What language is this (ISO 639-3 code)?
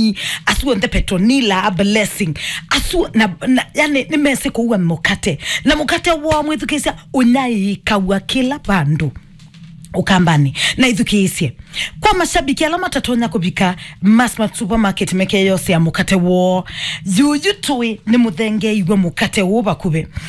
kam